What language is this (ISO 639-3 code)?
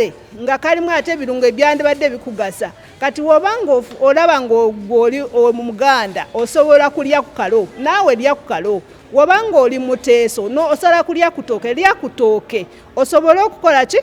lug